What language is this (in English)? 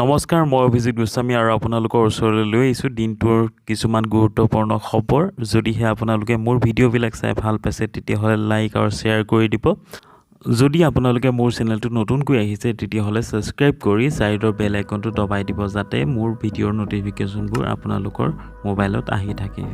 Assamese